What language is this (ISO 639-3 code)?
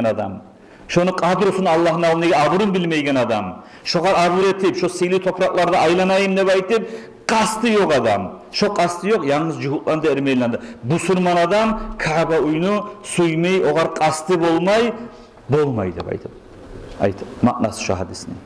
kum